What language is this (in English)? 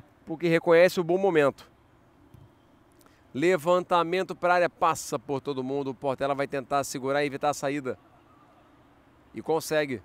Portuguese